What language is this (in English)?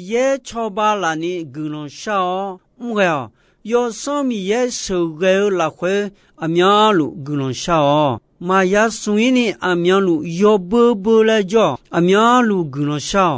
Akha